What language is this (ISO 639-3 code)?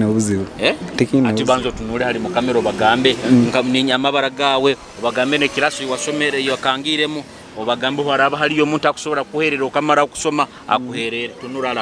nyo